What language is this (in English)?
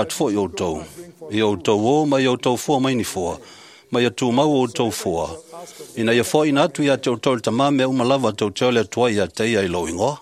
Samoan